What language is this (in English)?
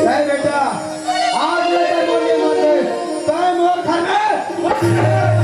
Chhattisgarhi